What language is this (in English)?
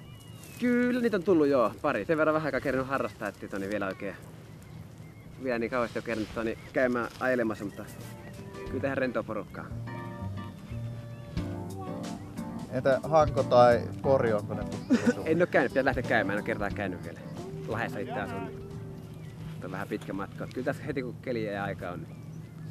Finnish